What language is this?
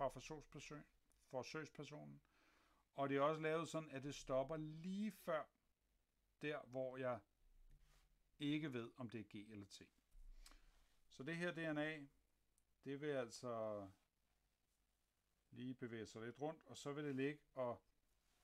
Danish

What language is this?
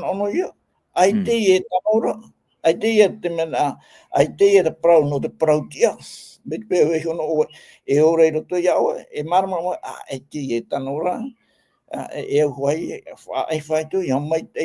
Tahitian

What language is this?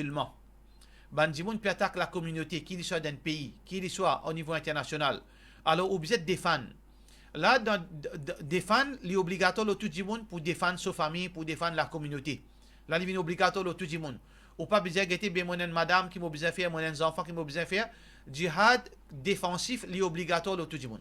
Morisyen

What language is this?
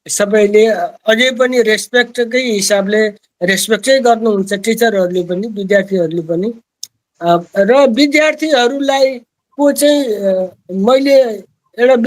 Nepali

